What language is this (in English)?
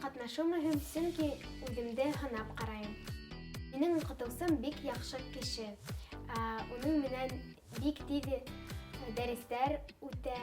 Bashkir